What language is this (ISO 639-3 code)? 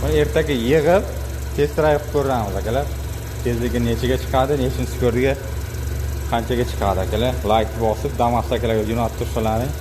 uzb